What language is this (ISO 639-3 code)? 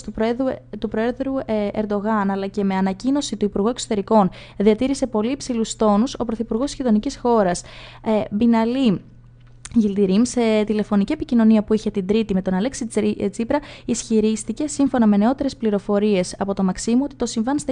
ell